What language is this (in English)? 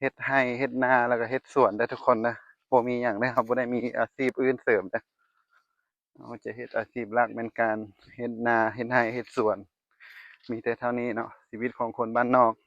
Lao